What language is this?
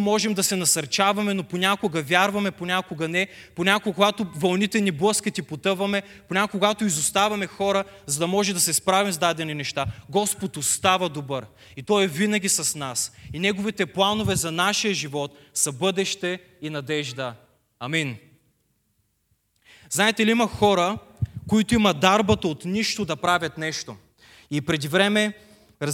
Bulgarian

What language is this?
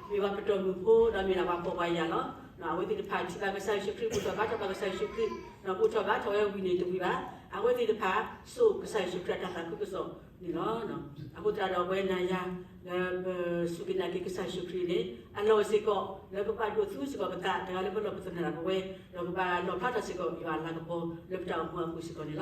S'gaw Karen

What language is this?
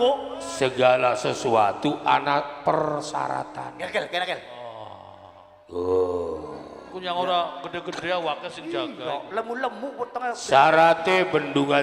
Javanese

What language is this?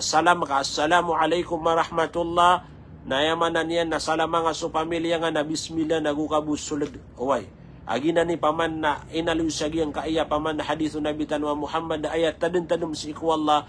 Maranao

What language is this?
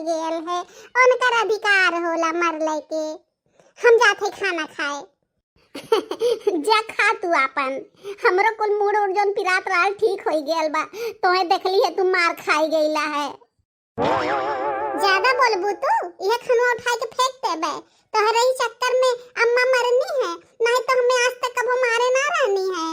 Bhojpuri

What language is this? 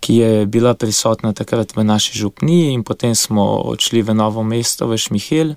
Slovenian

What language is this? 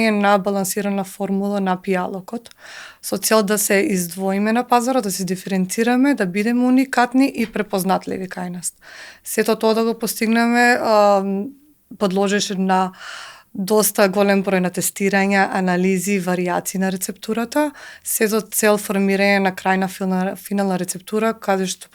Macedonian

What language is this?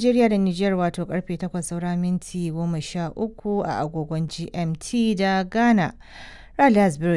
Hausa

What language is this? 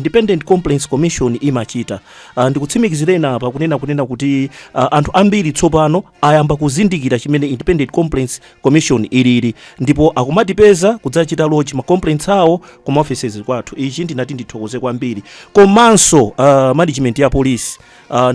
Nyanja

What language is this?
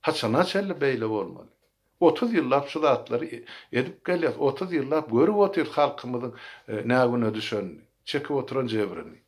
Turkmen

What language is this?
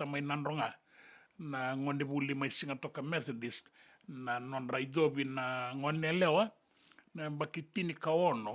Fijian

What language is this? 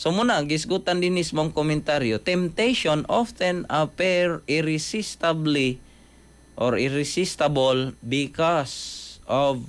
Cebuano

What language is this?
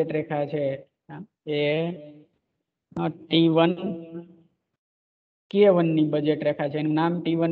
Gujarati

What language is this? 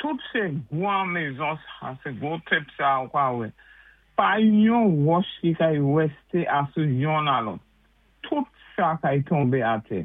Saint Lucian Creole French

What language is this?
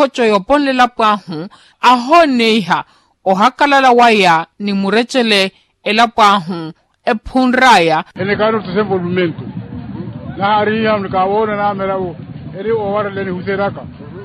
Makhuwa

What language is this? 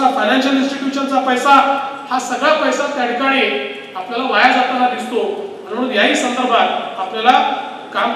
Marathi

